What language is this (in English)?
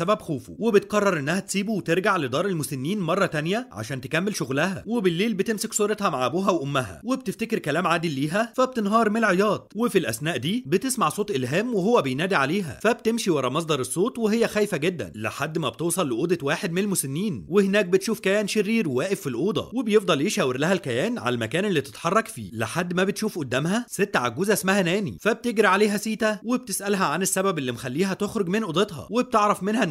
Egyptian Arabic